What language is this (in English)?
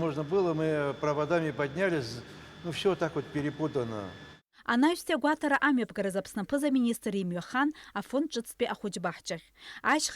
Abkhazian